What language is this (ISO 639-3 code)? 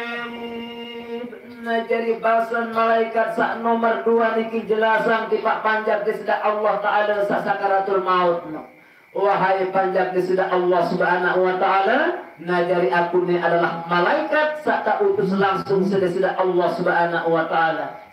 sas